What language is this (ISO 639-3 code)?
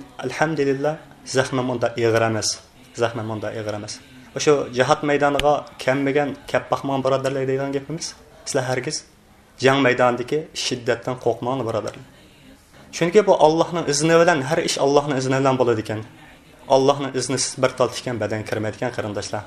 uig